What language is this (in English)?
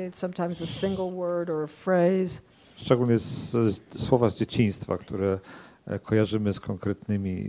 Polish